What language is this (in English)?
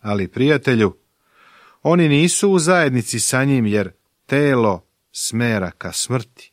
Serbian